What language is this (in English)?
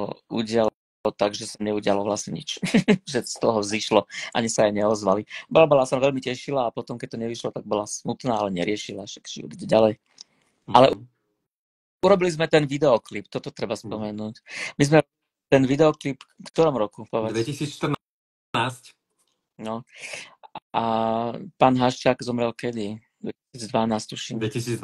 Slovak